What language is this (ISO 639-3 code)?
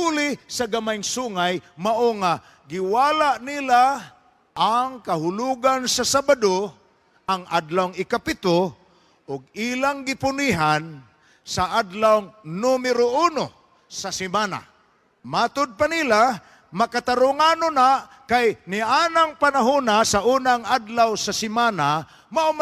ceb